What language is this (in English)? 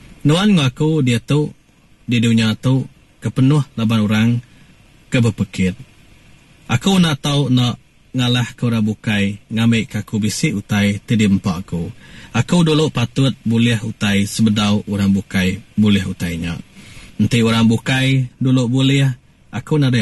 Iban